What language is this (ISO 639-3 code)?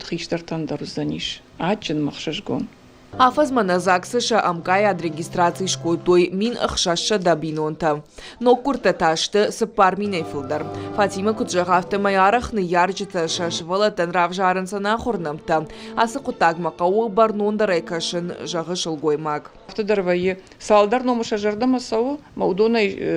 oss